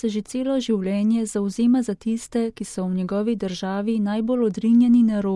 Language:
Slovenian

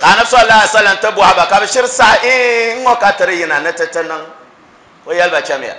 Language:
Dagbani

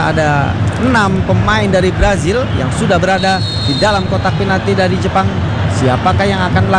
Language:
Indonesian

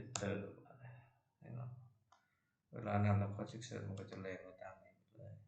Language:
Lao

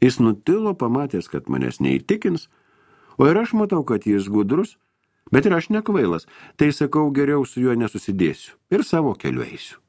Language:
Lithuanian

